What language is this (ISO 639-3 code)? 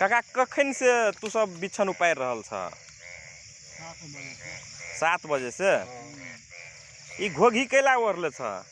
mag